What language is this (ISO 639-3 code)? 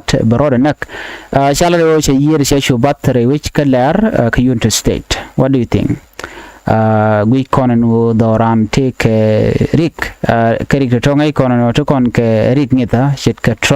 nus